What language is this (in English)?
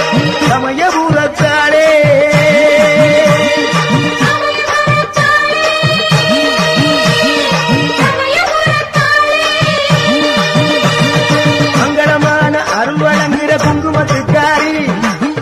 Tamil